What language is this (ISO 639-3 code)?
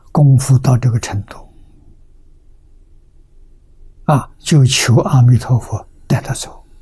zho